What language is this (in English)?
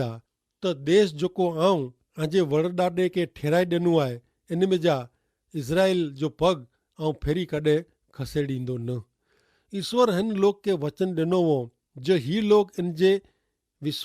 Kachhi